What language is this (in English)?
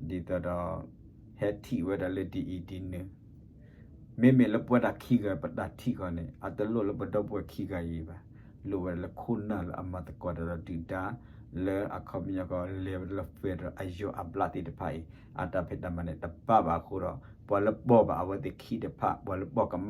S'gaw Karen